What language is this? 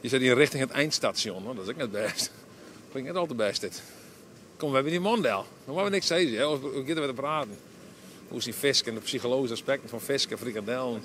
Western Frisian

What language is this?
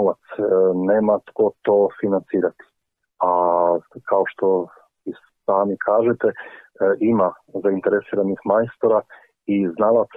Croatian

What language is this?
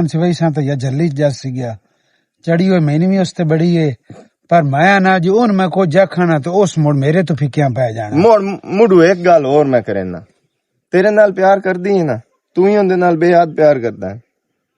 Western Panjabi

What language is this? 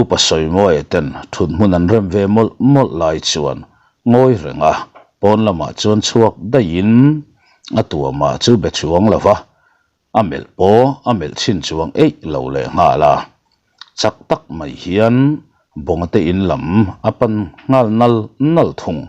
Mizo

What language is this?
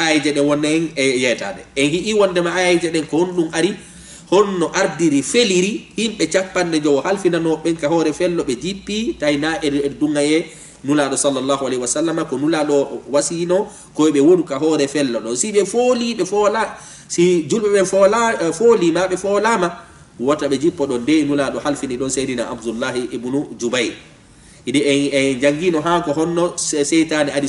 Fula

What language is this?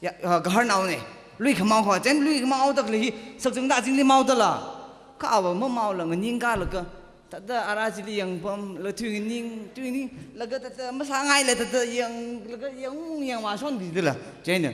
Tangkhul Naga (India)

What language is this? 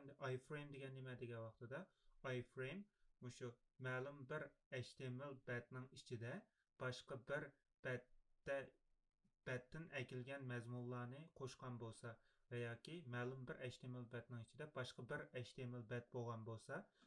Uyghur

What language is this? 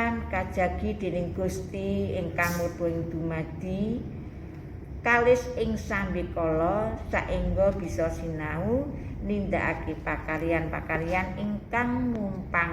Javanese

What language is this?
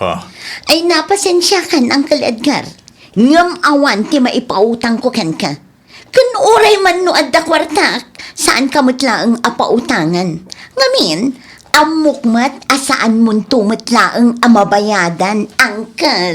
Iloko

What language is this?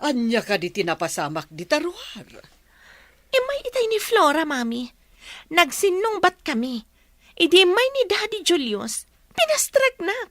Iloko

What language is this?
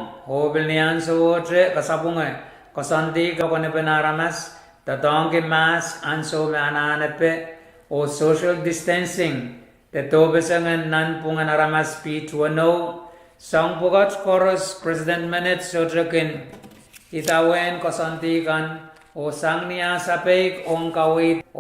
Pohnpeian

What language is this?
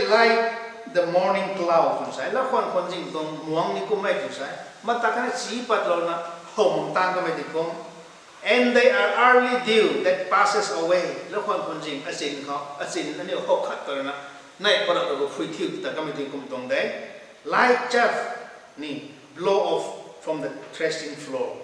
Rongmei Naga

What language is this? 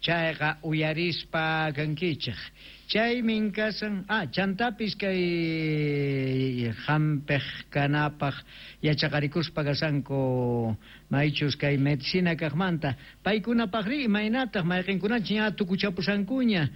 South Bolivian Quechua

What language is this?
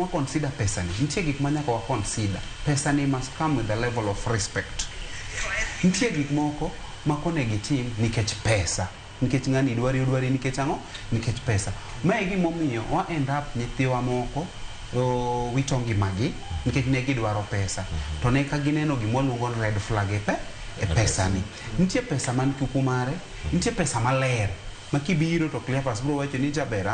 Luo (Kenya and Tanzania)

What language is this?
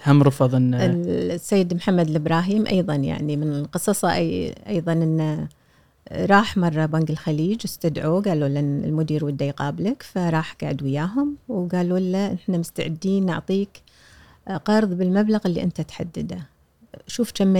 Gulf Arabic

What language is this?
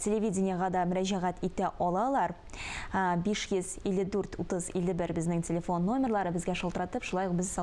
Tatar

